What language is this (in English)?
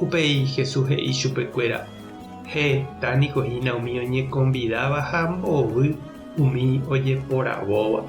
Guarani